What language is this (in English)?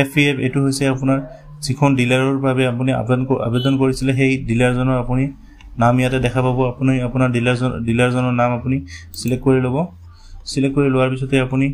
Assamese